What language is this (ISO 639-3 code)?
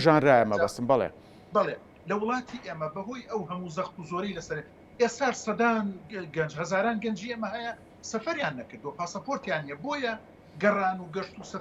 ckb